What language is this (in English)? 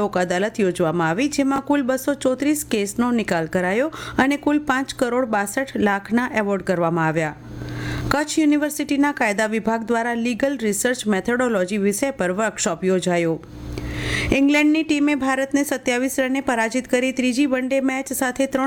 Gujarati